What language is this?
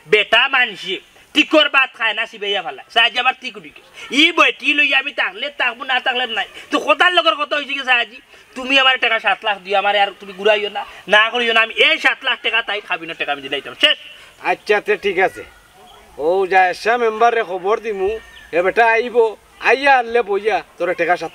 Sylheti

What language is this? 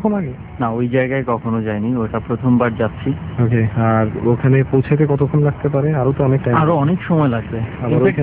Bangla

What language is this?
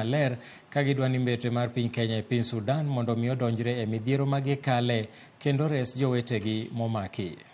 Luo (Kenya and Tanzania)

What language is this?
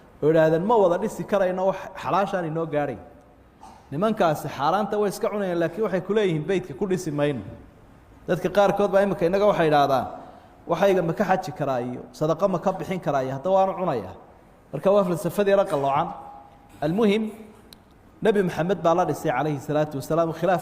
Somali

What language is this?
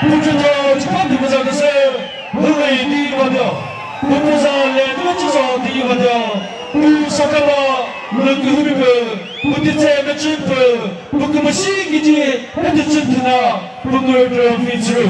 Chokri Naga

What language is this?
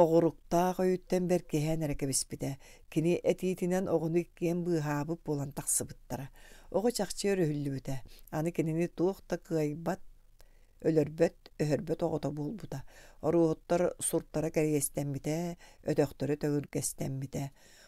Yakut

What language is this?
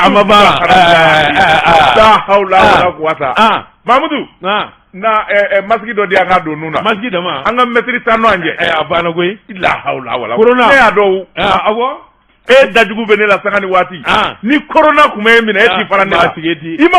Bambara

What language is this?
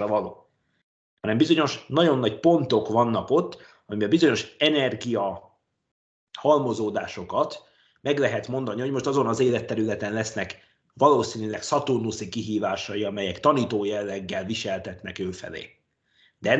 Hungarian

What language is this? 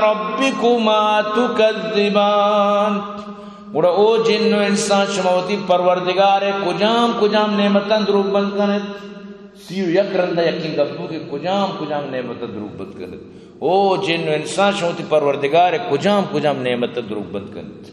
Eastern Balochi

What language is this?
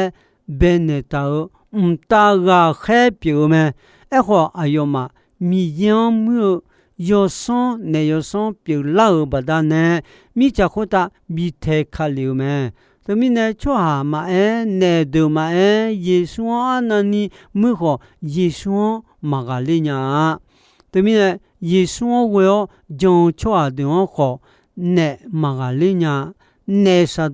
Akha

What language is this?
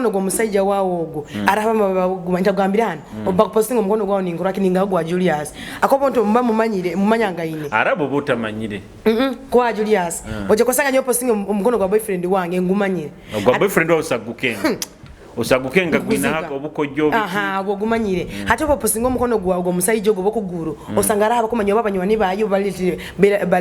Nyoro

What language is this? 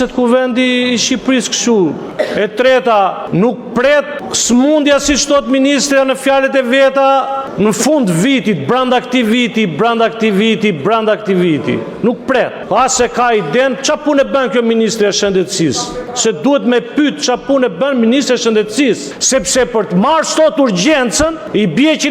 Albanian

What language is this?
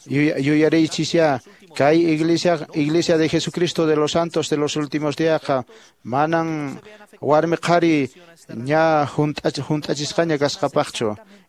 Quechua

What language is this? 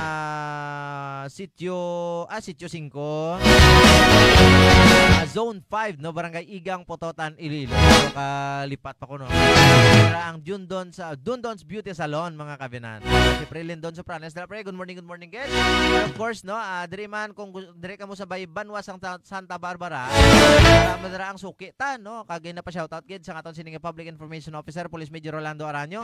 Hiligaynon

